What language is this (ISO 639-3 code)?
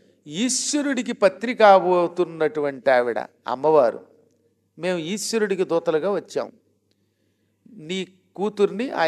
tel